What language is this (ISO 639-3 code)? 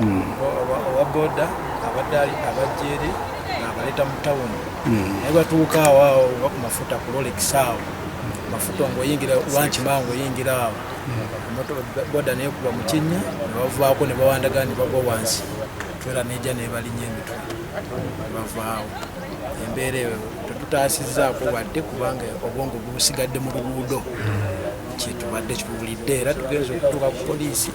lug